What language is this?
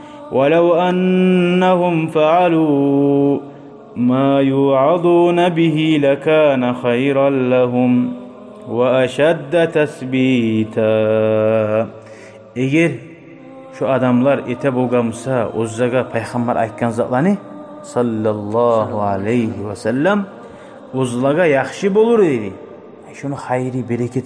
Kumyk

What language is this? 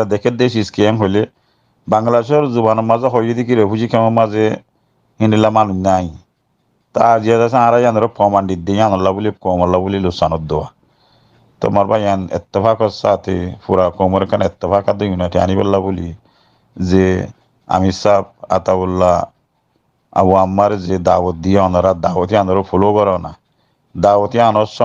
Rohingya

